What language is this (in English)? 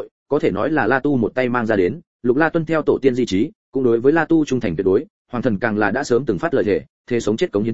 Vietnamese